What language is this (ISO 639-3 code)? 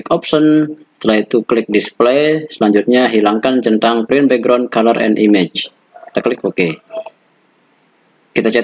ind